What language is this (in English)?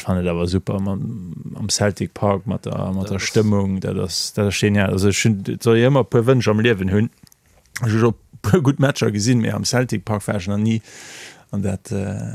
Luxembourgish